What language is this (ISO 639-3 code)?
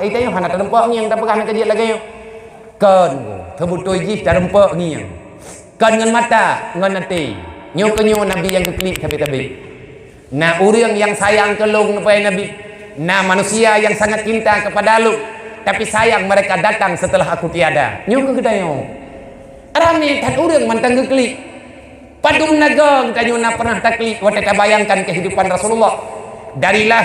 ace